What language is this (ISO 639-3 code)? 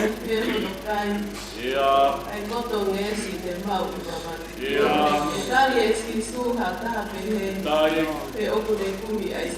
ton